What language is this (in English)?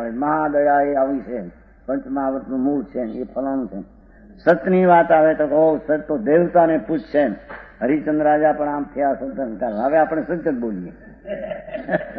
Gujarati